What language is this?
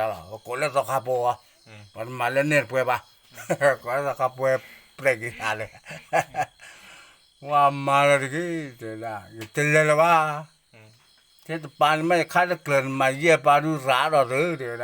S'gaw Karen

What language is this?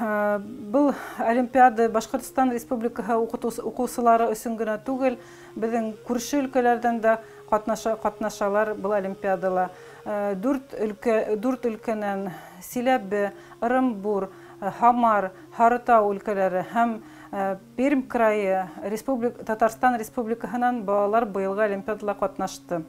Bashkir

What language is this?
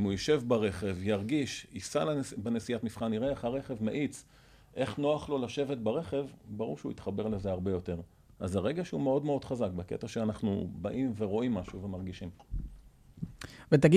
Hebrew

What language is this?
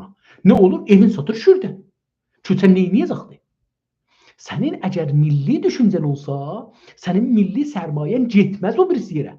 South Azerbaijani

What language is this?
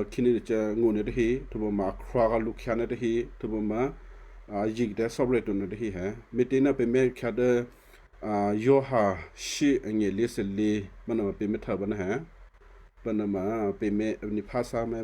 Western Kayah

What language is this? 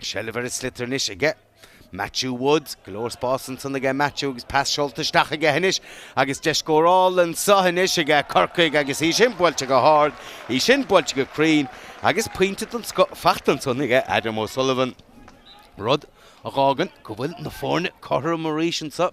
Irish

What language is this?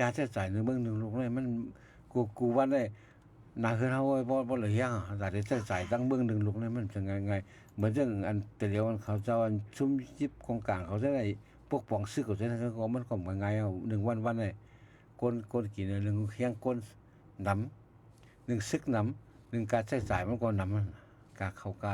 Shan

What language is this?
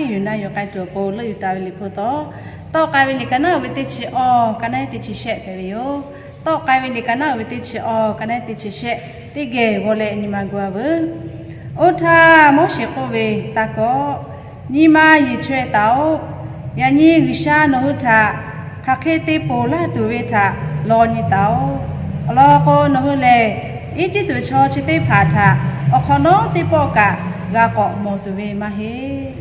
Lahu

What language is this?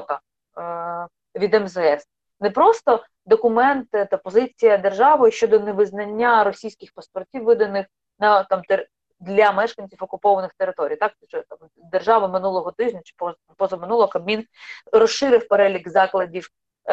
Ukrainian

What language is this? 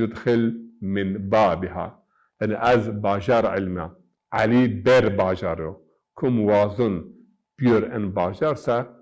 Zaza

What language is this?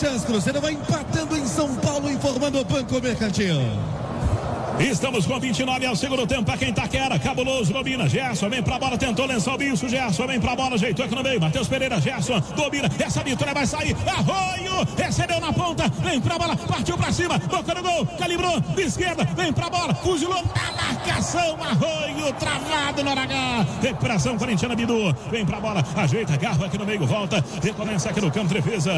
Portuguese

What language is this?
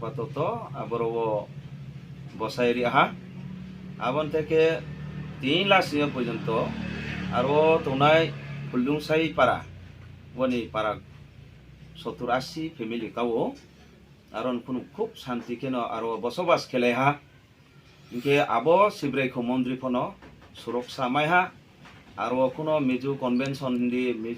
Riang (India)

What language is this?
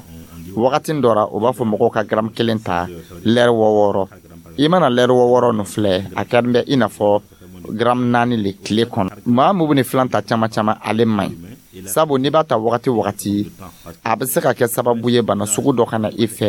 Dyula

